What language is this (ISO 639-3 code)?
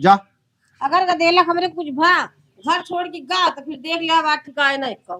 awa